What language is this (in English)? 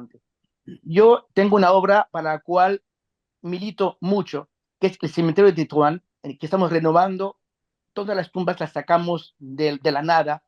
Ladino